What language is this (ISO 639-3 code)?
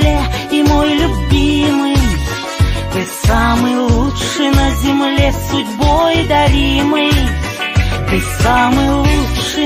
rus